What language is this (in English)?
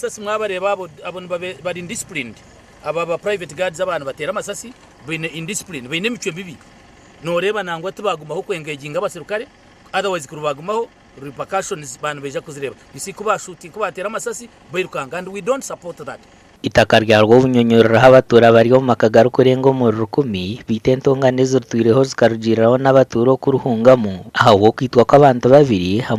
Nyankole